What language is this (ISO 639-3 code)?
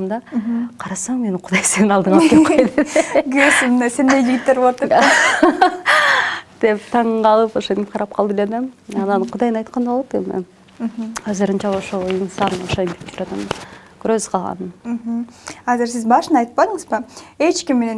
kir